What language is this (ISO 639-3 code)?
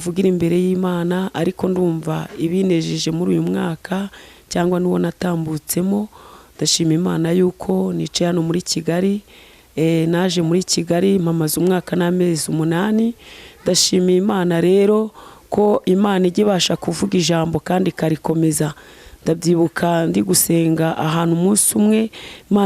kin